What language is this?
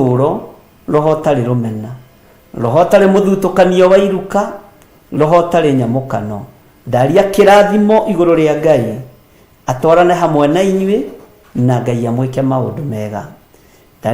Kikuyu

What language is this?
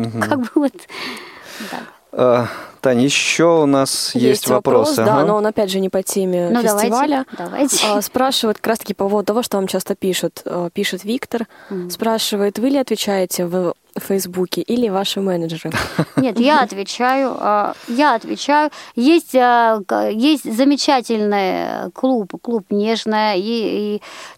Russian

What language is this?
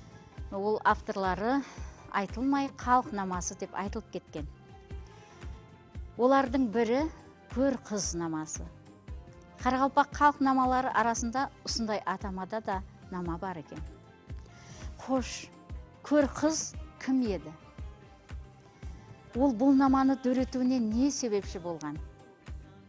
Kara-Kalpak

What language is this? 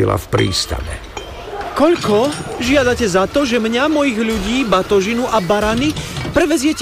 Slovak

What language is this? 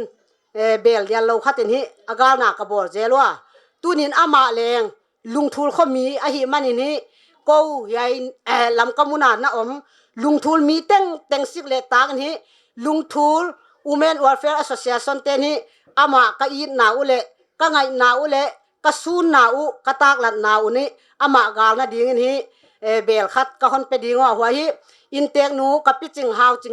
Paite Chin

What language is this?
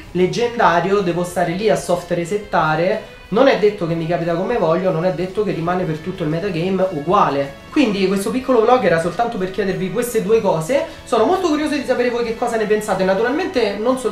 Italian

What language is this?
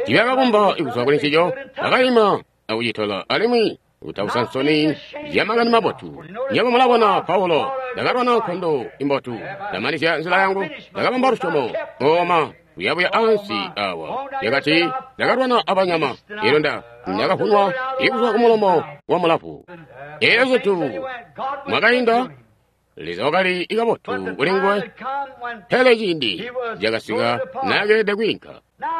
Tonga (Zambia)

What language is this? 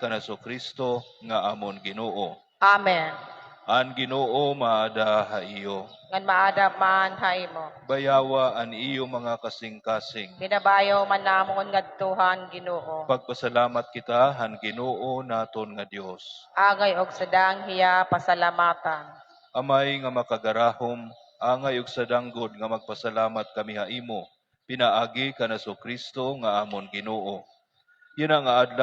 Waray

